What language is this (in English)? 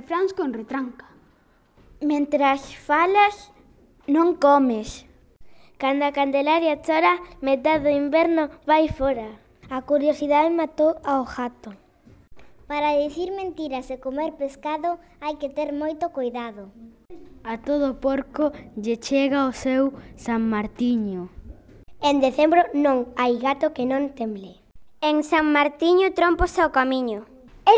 Galician